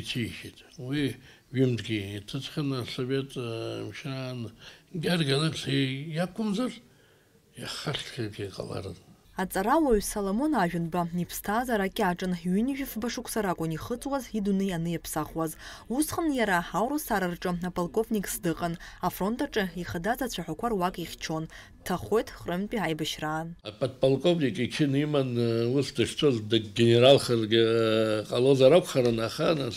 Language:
Abkhazian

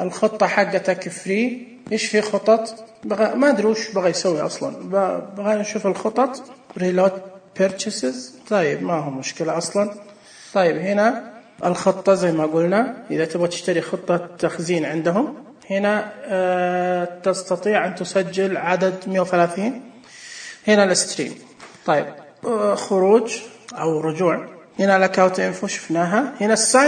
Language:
Najdi Arabic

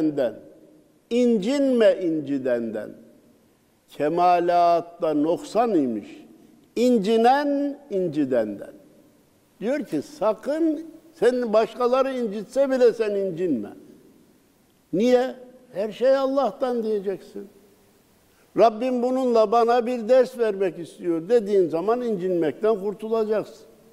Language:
Turkish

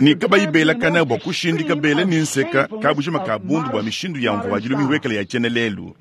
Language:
Luba-Lulua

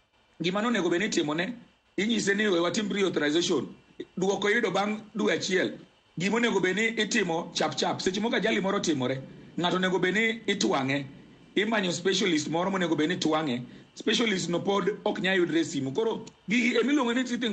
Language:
Luo (Kenya and Tanzania)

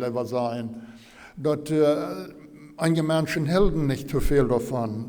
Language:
Plautdietsch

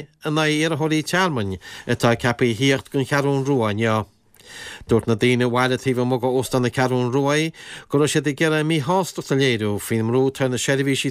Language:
Irish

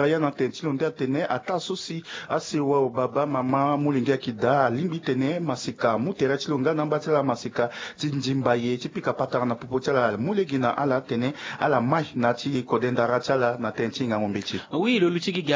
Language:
Sango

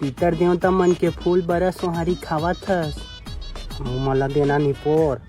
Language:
Chhattisgarhi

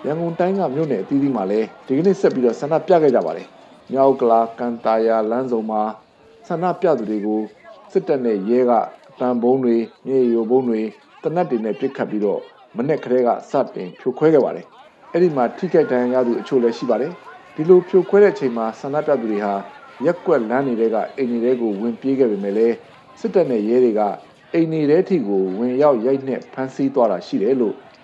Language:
Burmese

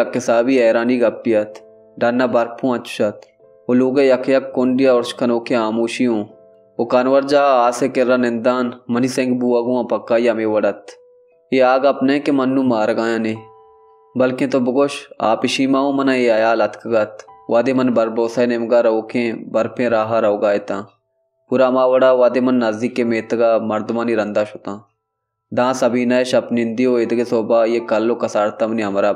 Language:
Baluchi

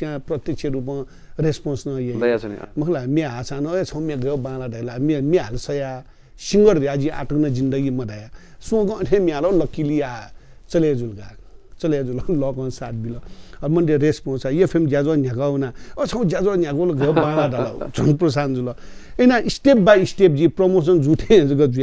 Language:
Newari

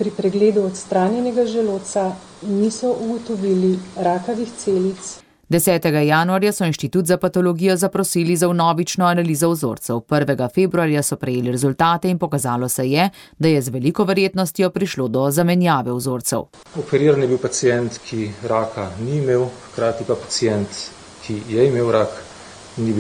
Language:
Slovenian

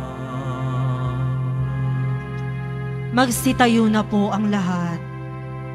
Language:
Filipino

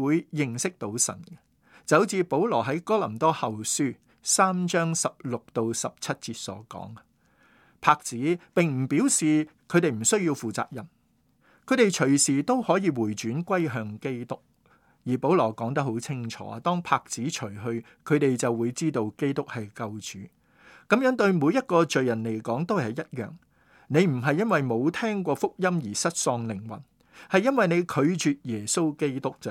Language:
Cantonese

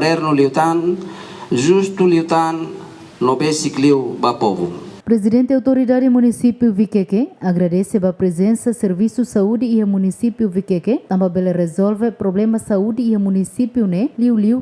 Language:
Tetum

